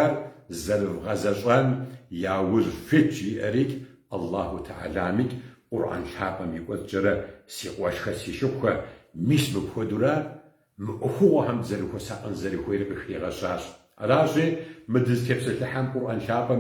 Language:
Kabardian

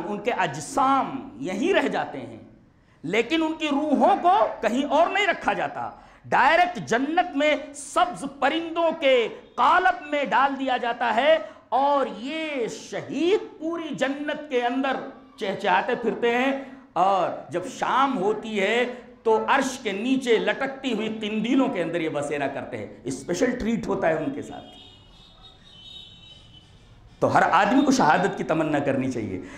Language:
Urdu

